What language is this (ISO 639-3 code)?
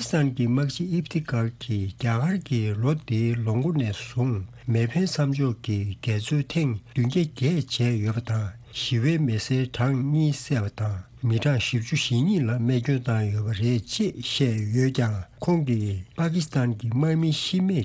bod